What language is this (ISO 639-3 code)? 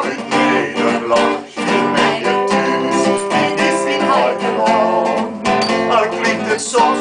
fry